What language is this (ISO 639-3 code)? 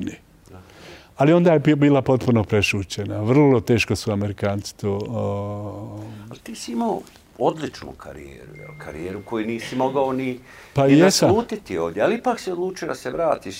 bos